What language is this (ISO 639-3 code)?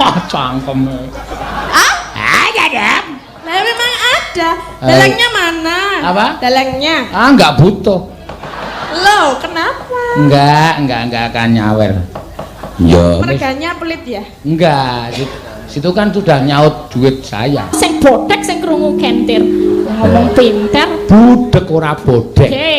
jav